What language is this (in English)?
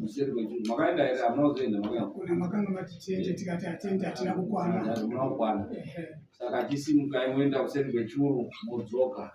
Shona